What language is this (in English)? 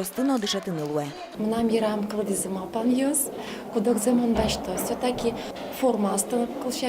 Udmurt